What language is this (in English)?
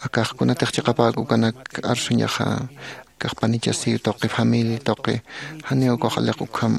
Aymara